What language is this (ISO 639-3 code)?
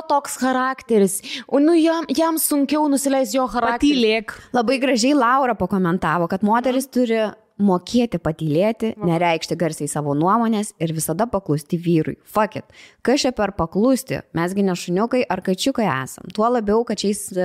lit